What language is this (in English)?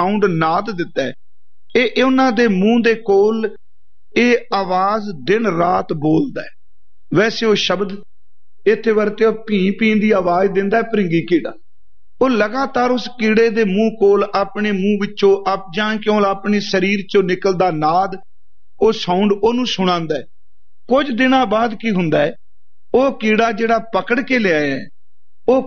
Punjabi